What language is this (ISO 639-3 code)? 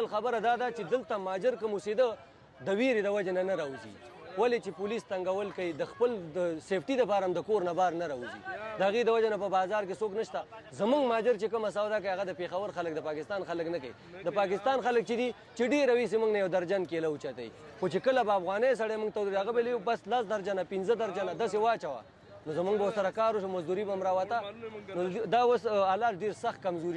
pus